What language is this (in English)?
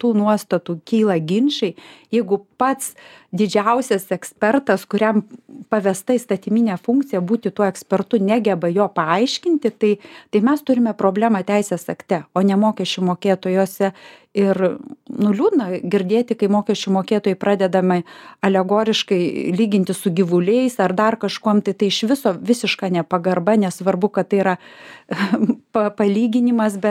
Lithuanian